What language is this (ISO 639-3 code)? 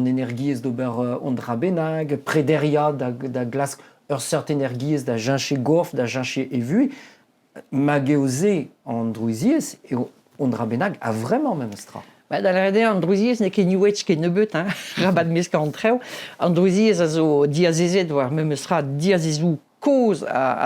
bre